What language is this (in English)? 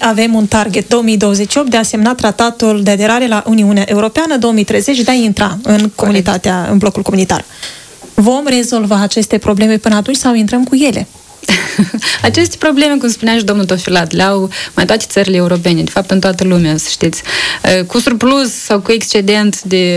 Romanian